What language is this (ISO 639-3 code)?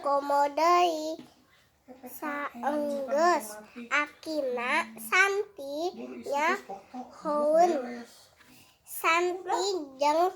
sun